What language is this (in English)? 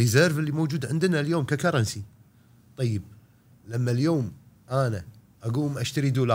Gulf Arabic